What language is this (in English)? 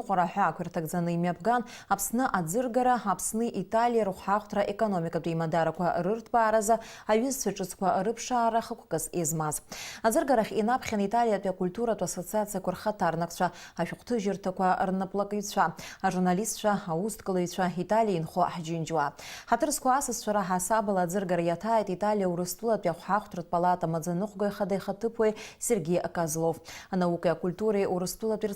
Abkhazian